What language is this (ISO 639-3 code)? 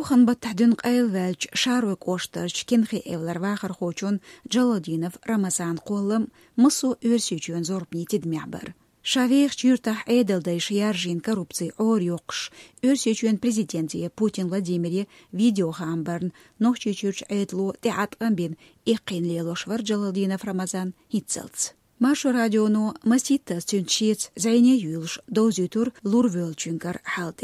che